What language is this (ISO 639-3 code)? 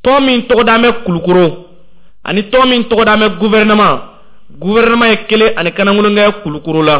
bam